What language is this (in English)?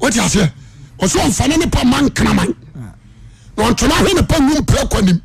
Akan